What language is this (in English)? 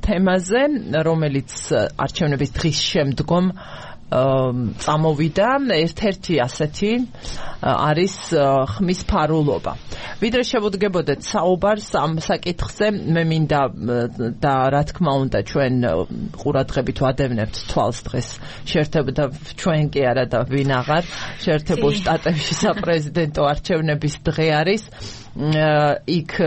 Georgian